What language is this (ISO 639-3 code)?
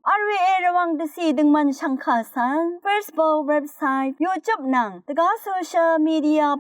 raw